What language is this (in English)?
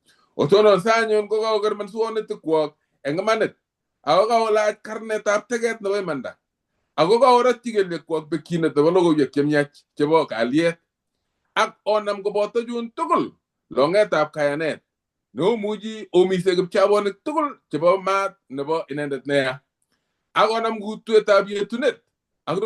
Kalenjin